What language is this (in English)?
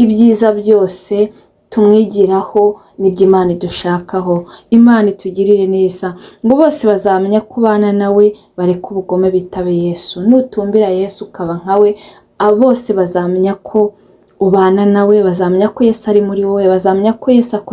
Kinyarwanda